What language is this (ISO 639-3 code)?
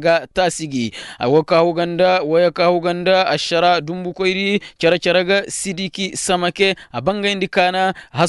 ses